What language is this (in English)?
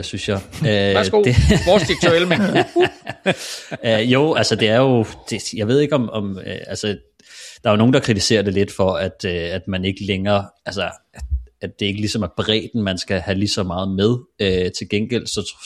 Danish